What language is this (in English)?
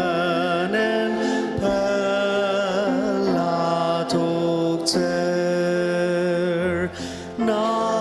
Ao Naga